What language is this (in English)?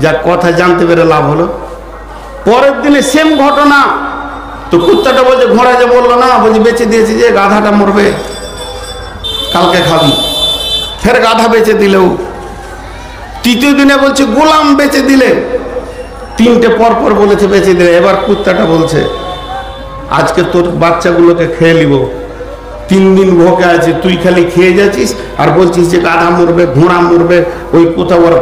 Bangla